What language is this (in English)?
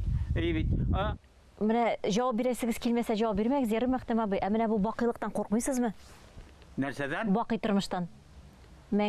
Tatar